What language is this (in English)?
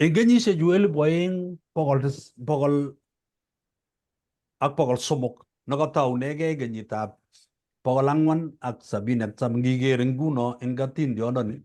Kalenjin